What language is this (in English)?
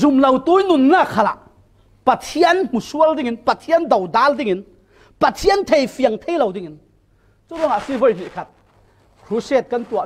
Falam Chin